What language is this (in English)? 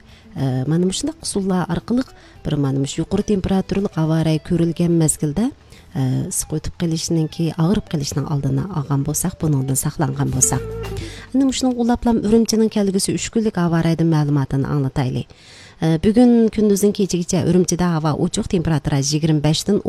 Uyghur